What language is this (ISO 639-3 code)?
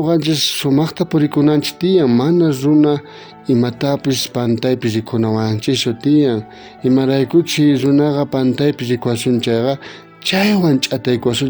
quh